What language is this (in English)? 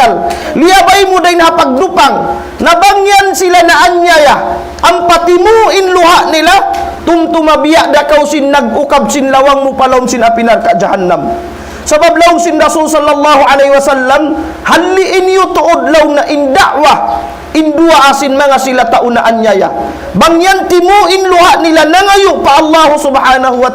Tausug